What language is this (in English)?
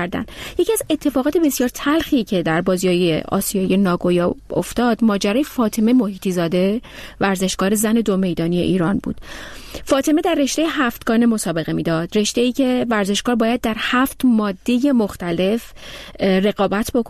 Persian